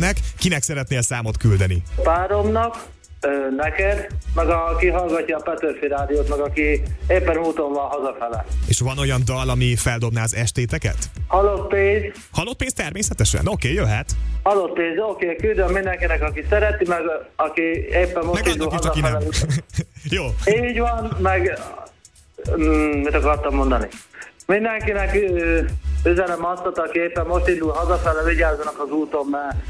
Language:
Hungarian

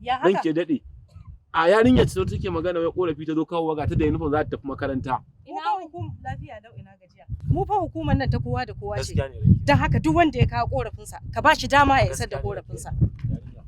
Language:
Hausa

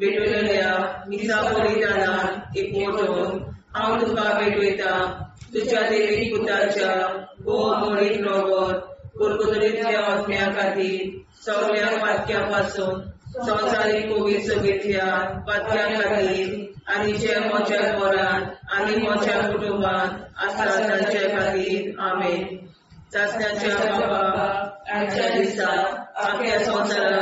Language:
Konkani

